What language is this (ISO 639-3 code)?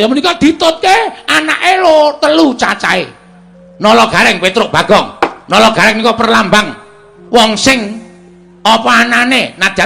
jav